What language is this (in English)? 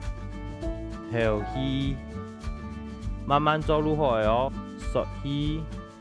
Hakka Chinese